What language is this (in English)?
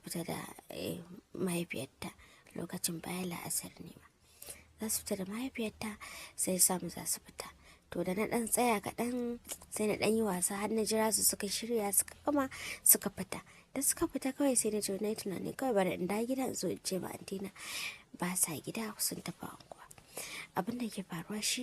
Hausa